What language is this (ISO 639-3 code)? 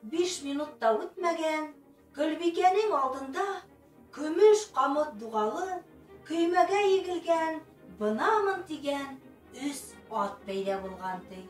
bak